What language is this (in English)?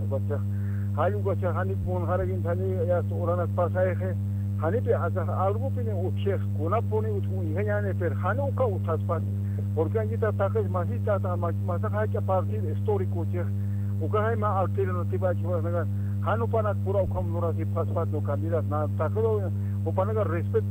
Aymara